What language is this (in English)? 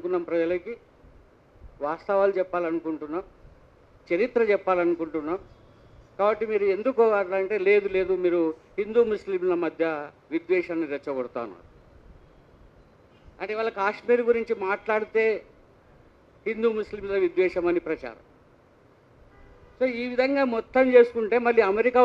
Telugu